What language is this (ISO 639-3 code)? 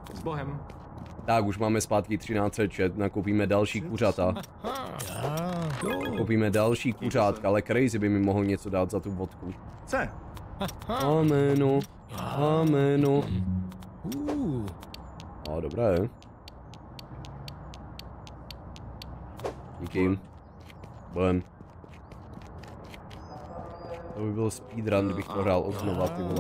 ces